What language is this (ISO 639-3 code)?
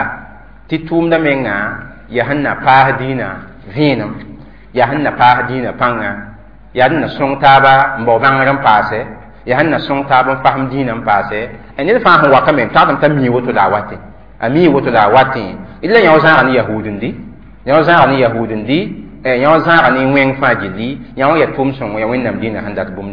mos